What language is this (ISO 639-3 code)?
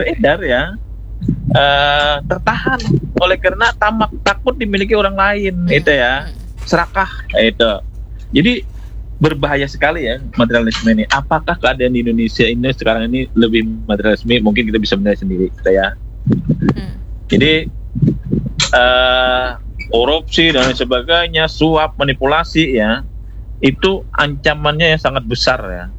ind